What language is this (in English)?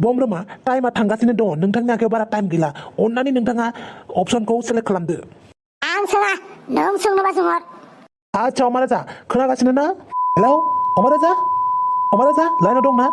Bodo